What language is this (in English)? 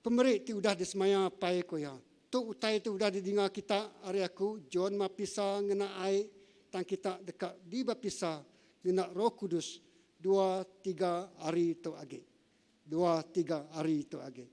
Iban